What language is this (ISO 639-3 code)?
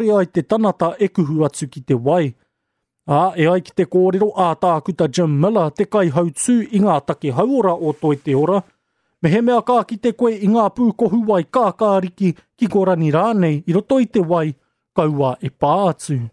mri